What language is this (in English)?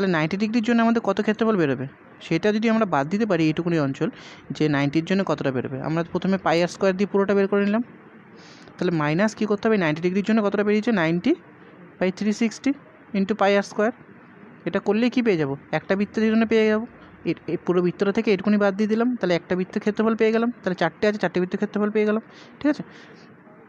Bangla